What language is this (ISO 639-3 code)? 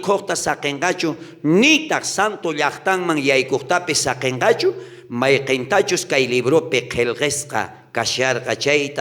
quh